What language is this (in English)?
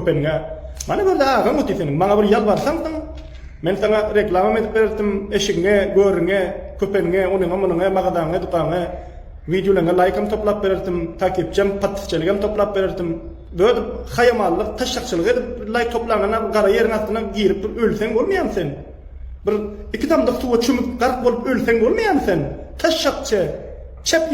Turkmen